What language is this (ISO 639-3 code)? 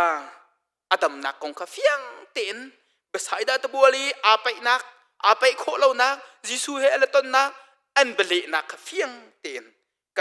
cnh